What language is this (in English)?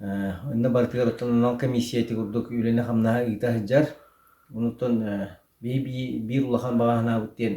Yakut